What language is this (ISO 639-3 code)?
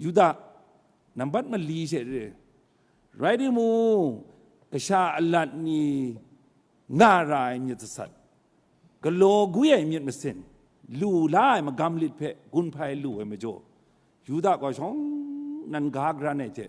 kac